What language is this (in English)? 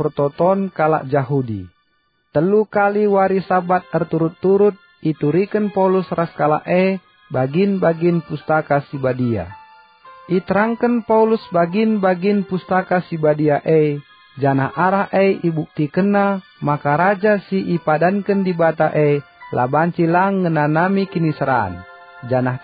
Batak Karo